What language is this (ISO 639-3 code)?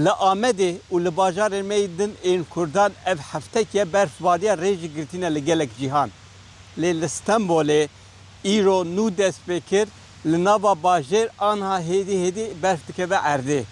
kur